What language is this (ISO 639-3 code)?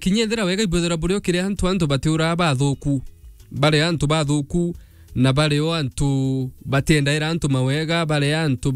mer